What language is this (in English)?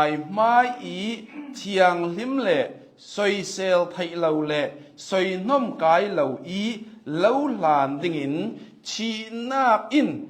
Hakha Chin